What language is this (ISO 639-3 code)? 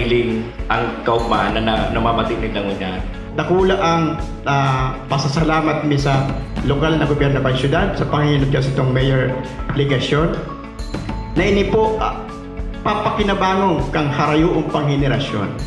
bik